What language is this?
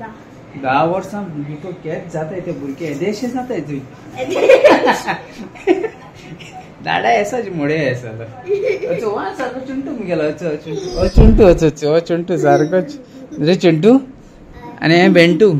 Konkani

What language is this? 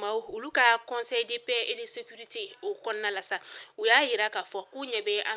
Bambara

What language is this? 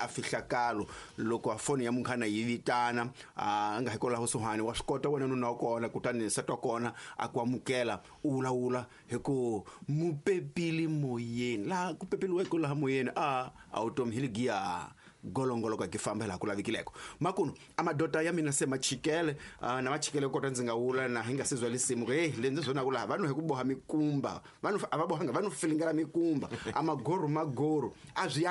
Tsonga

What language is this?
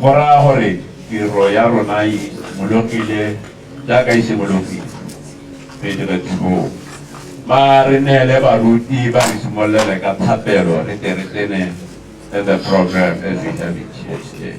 Tswana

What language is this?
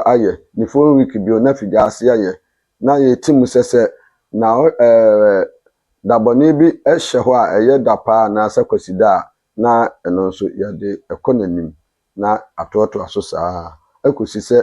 Akan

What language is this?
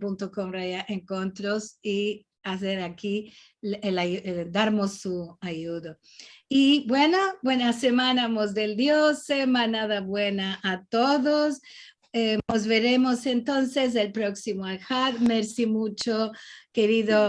Ladino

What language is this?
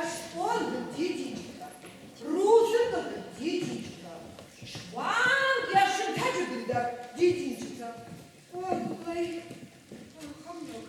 Ossetic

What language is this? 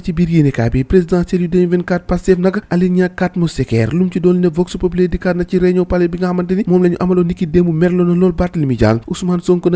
Wolof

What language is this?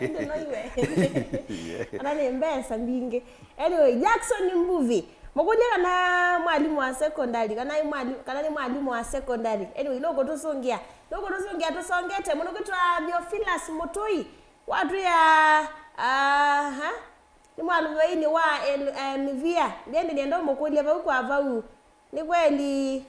Kamba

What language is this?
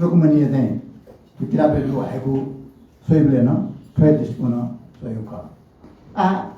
Newari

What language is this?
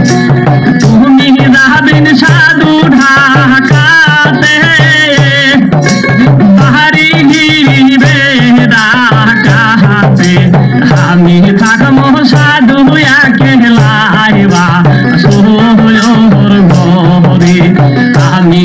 Bangla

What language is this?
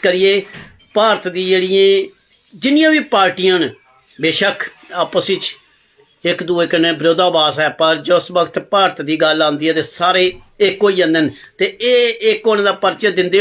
Dogri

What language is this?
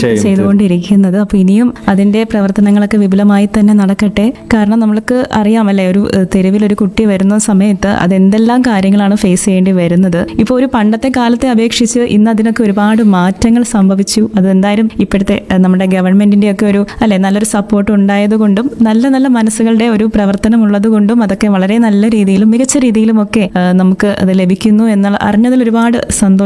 Malayalam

